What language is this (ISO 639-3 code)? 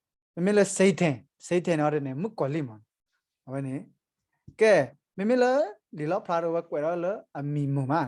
ksw